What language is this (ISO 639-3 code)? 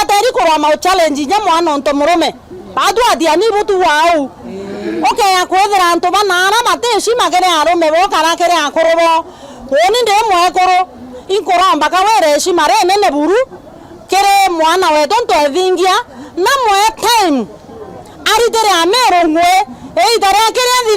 mer